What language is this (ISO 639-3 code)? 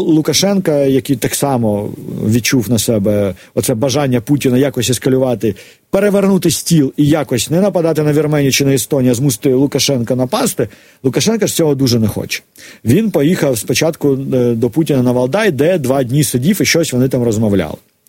ukr